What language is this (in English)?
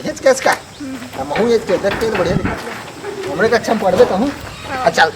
Chhattisgarhi